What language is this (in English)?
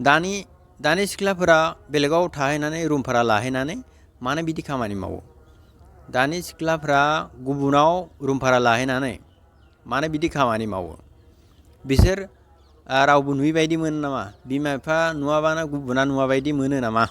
Bodo